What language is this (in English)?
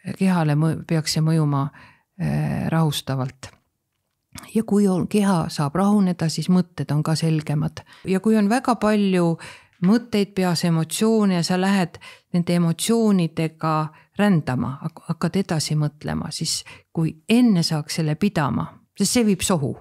Estonian